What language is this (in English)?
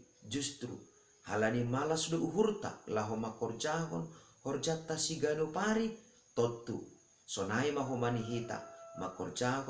Batak Simalungun